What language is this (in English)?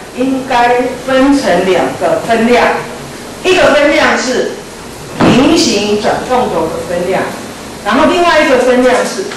Chinese